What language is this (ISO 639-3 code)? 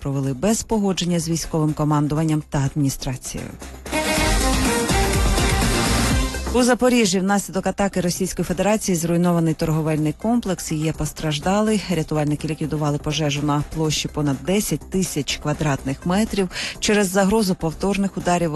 ukr